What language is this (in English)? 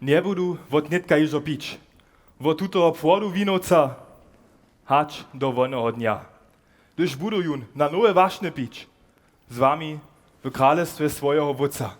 Upper Sorbian